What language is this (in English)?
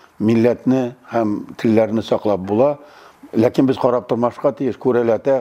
Tatar